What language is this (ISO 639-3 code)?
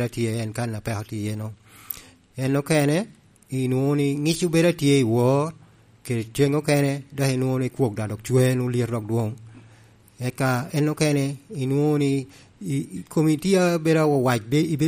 laj